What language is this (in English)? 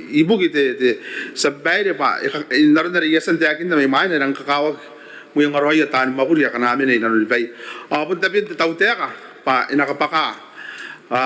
Gilbertese